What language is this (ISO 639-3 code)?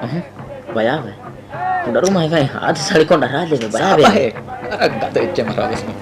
div